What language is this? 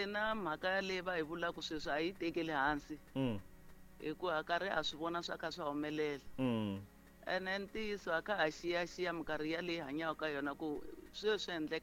Tsonga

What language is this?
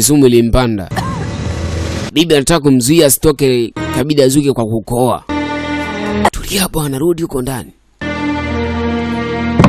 Swahili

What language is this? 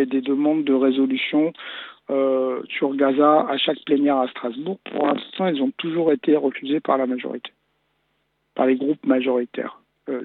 French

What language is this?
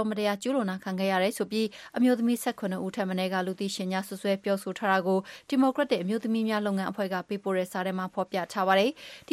Burmese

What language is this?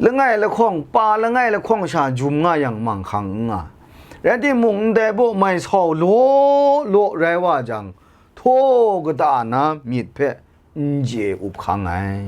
Kachin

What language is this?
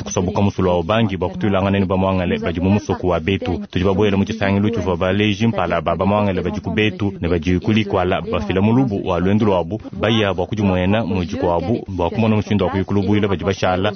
Luba-Lulua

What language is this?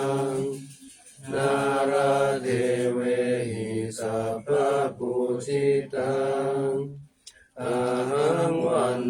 Pali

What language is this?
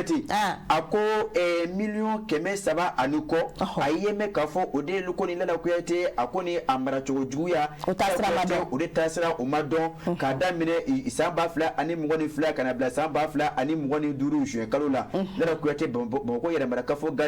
Bambara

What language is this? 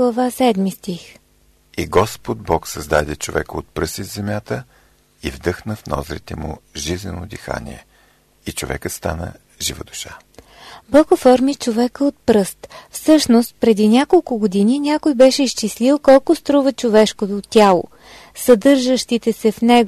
Bulgarian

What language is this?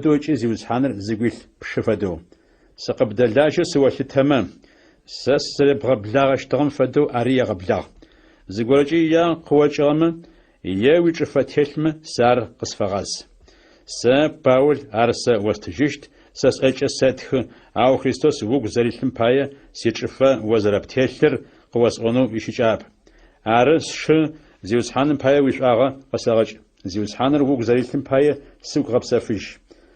Adyghe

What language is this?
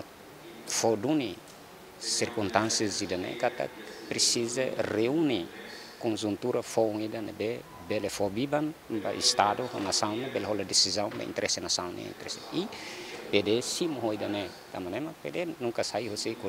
Tetum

